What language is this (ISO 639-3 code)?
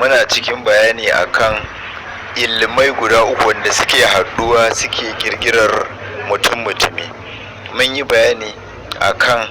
hau